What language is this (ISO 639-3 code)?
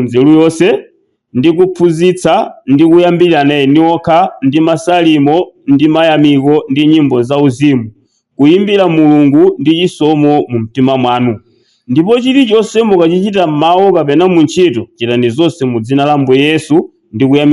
nya